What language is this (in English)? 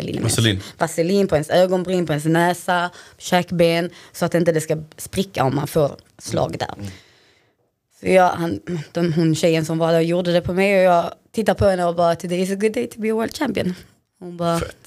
Swedish